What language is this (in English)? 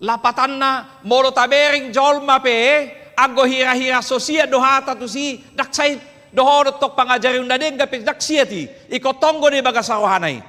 Batak Toba